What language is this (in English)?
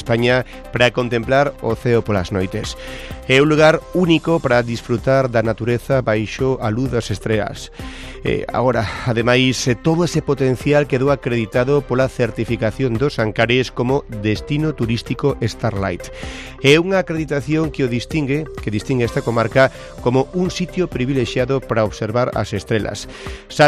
Galician